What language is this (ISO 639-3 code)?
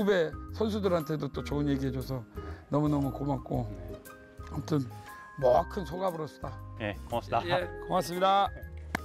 kor